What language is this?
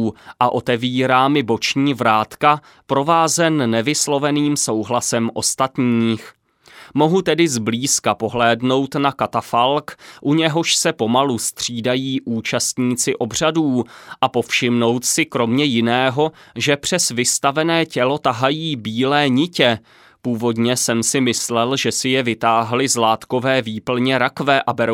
Czech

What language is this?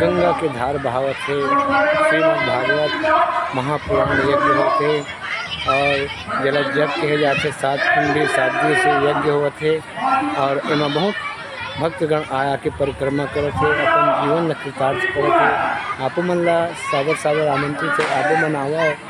Chhattisgarhi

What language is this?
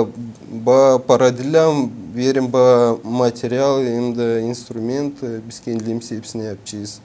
Gagauz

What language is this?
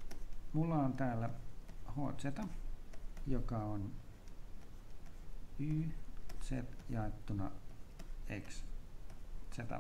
Finnish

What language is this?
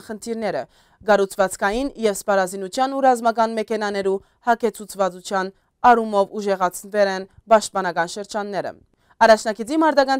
Western Armenian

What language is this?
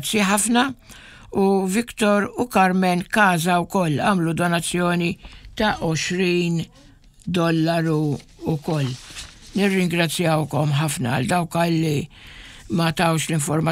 Maltese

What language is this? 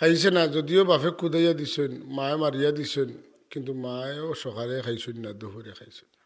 Sylheti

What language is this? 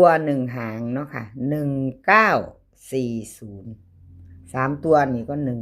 Northeastern Thai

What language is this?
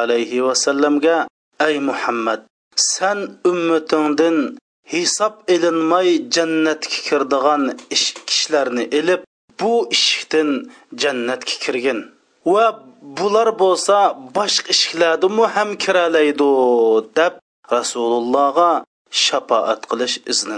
Uyghur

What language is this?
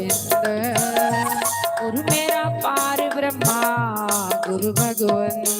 Dogri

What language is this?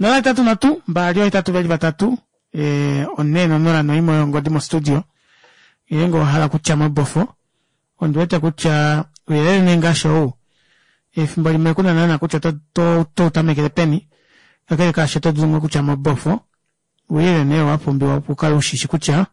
Kuanyama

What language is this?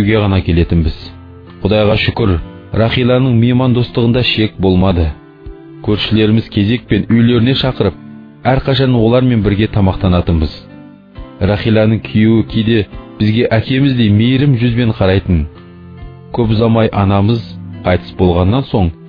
Kazakh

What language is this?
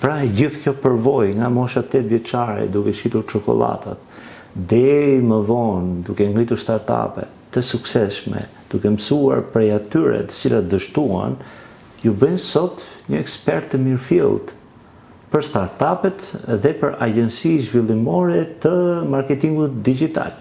Albanian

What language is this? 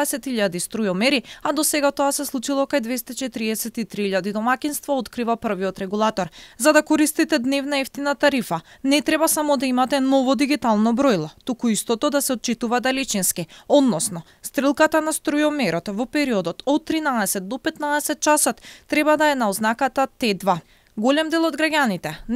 Macedonian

